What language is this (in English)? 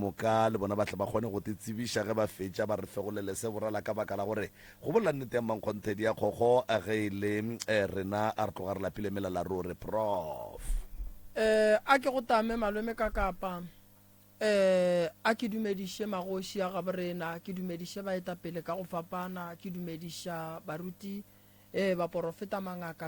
Northern Sotho